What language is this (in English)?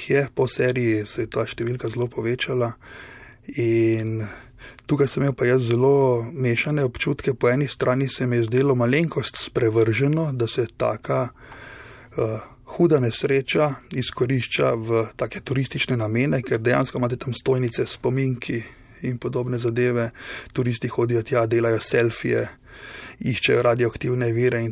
Slovenian